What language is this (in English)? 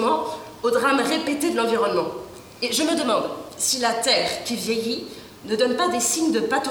French